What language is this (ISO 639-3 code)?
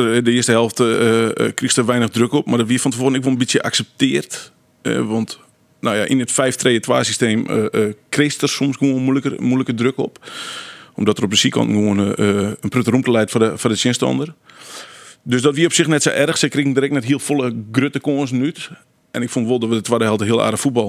fry